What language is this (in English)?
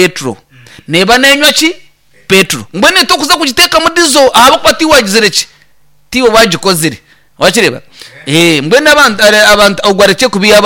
Nyankole